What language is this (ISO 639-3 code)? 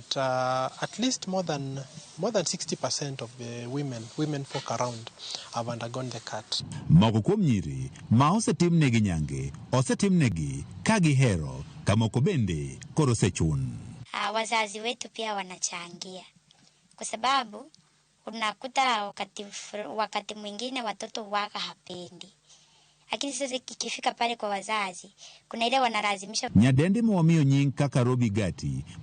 luo